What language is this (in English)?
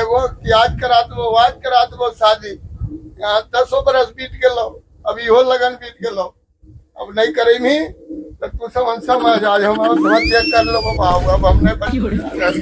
Magahi